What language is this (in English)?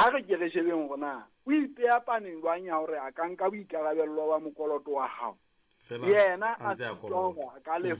Southern Sotho